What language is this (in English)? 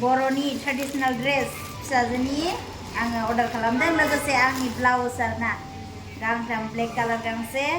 Bodo